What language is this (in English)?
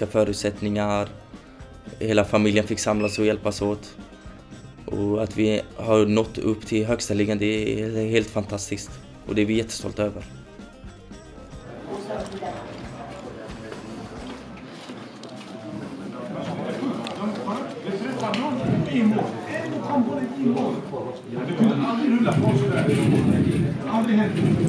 Swedish